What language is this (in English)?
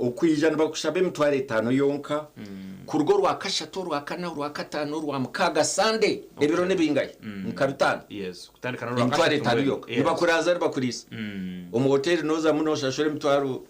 Nyankole